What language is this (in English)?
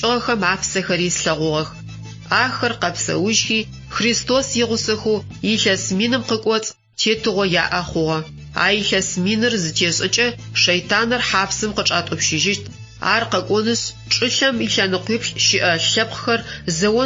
Adyghe